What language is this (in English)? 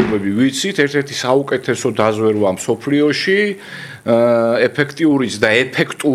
Georgian